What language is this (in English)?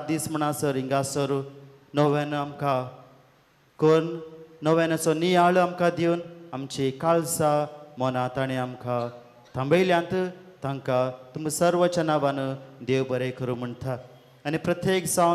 Konkani